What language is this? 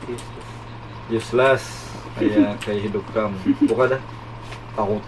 Banjar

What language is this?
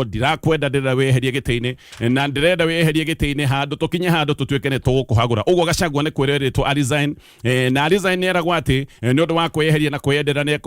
Kikuyu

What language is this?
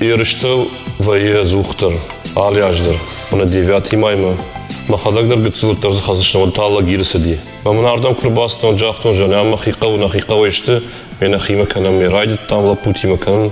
Ossetic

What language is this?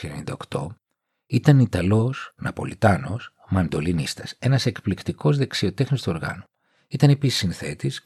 Greek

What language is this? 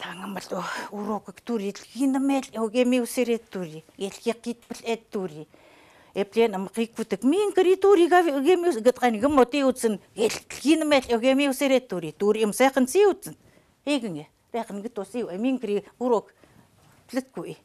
Chukot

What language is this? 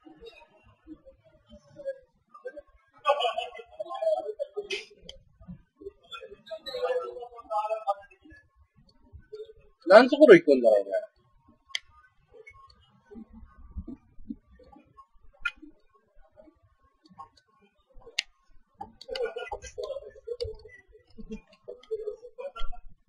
Japanese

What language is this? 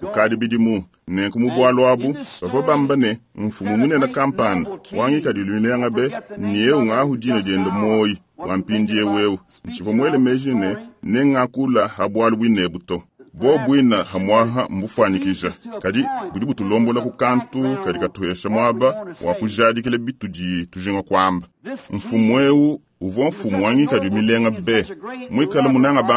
Luba-Lulua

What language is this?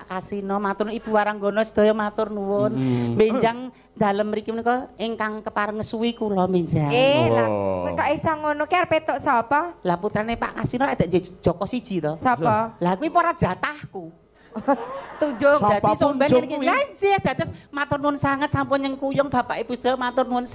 Javanese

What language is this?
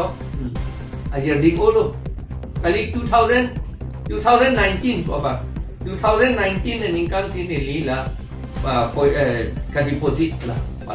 Karbi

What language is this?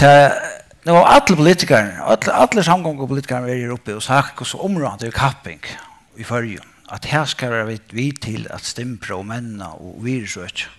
Faroese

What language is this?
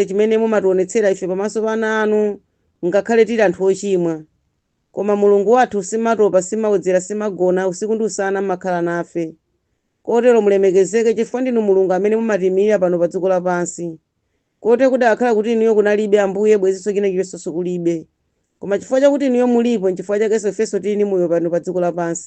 Nyanja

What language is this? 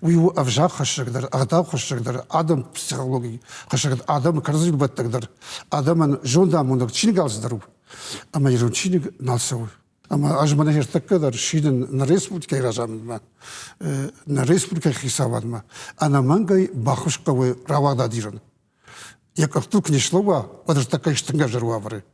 Ossetic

